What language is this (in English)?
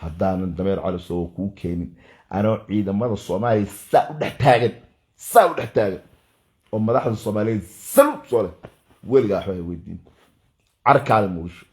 Somali